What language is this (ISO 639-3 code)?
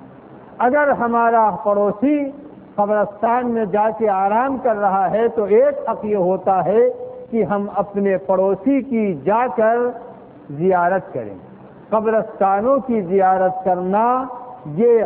urd